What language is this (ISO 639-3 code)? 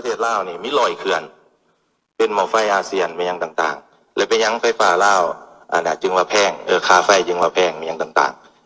lao